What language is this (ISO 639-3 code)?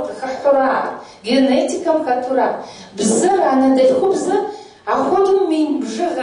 kbd